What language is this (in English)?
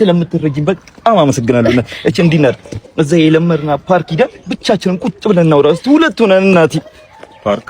Amharic